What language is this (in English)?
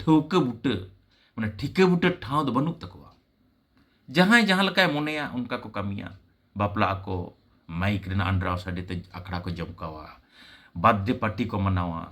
Santali